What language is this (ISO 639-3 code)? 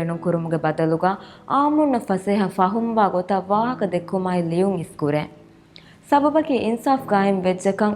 div